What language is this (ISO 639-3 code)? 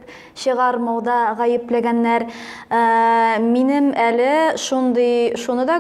tat